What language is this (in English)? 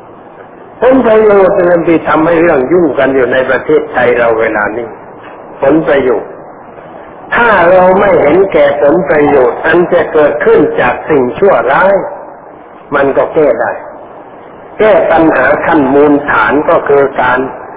Thai